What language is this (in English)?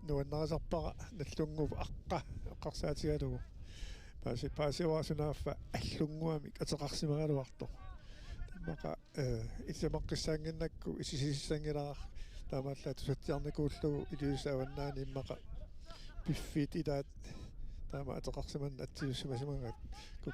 Kalaallisut